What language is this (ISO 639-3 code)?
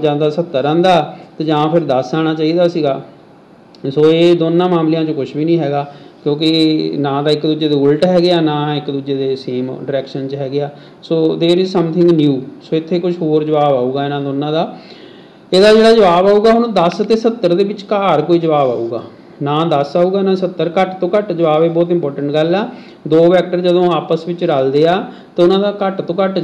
pan